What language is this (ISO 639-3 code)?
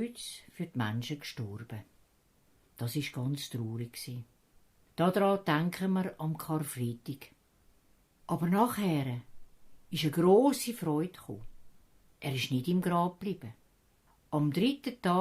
gsw